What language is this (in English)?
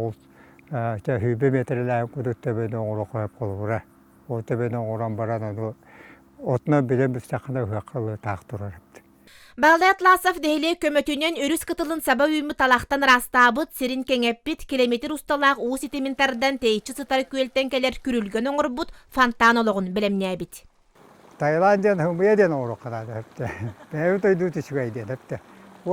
Yakut